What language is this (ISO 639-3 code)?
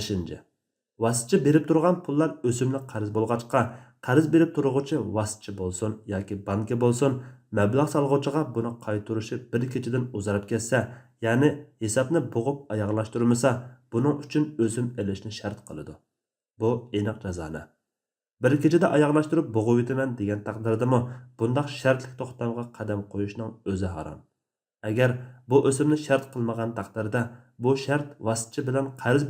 uig